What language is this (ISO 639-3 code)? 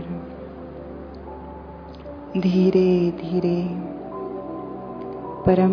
hin